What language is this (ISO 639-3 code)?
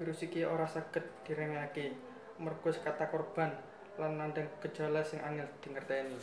jav